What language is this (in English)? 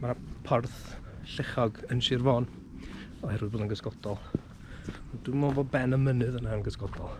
Welsh